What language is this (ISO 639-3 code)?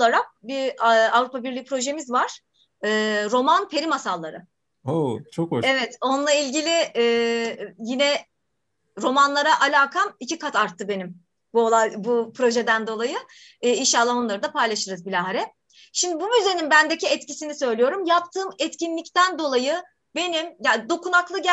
tur